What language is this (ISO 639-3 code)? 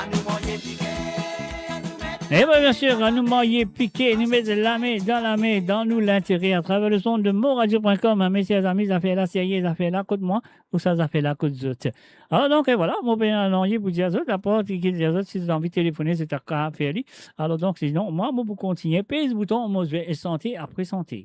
mfe